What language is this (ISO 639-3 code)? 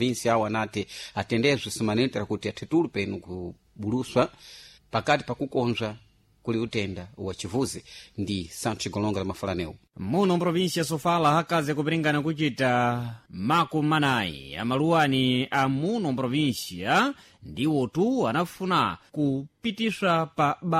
seh